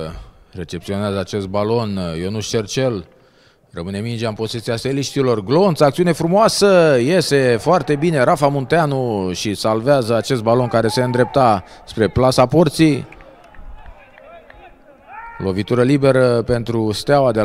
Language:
Romanian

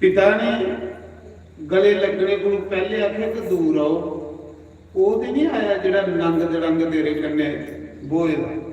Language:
Dogri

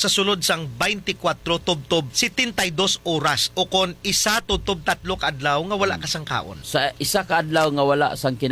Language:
Hiligaynon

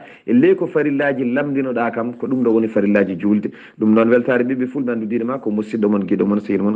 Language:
Fula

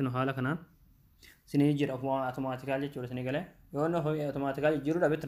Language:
Oromo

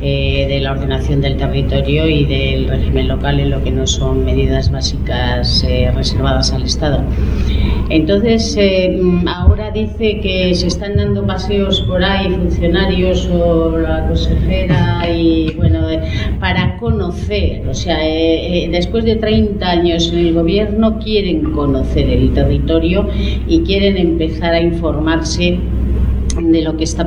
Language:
Spanish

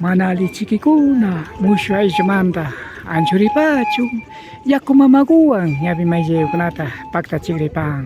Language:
Imbabura Highland Quichua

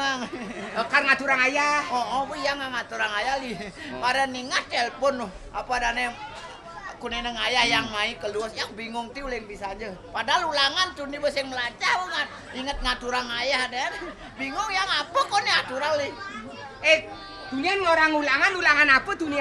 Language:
Balinese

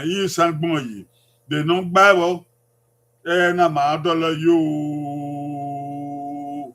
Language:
Bini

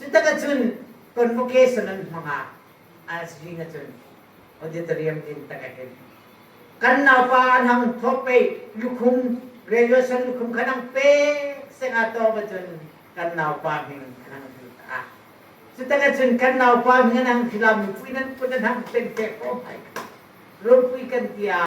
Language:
Hmar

